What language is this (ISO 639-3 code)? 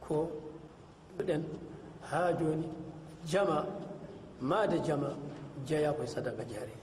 ful